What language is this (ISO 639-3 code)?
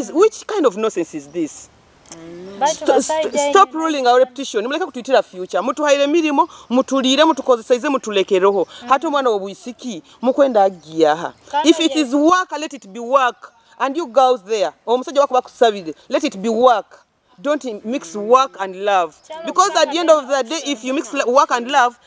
nyo